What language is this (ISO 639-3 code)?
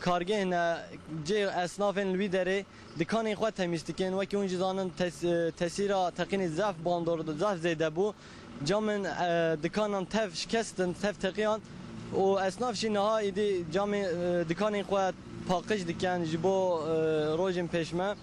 kur